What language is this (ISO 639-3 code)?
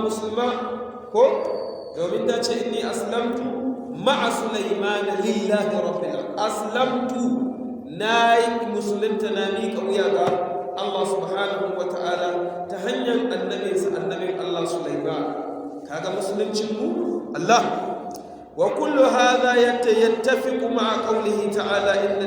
hau